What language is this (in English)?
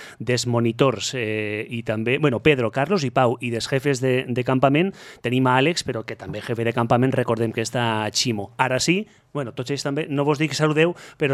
Catalan